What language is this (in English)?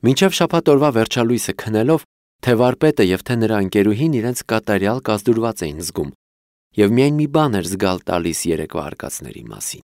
Armenian